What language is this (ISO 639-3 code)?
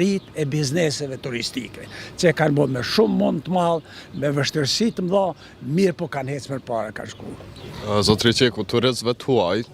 sqi